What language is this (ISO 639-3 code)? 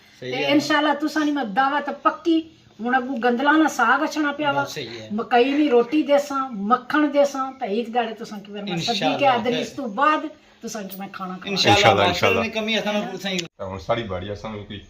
phr